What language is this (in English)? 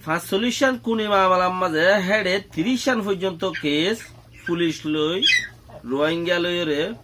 Rohingya